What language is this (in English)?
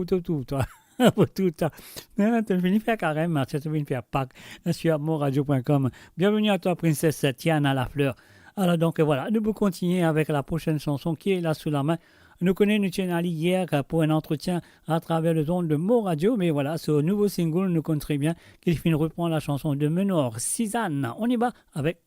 Morisyen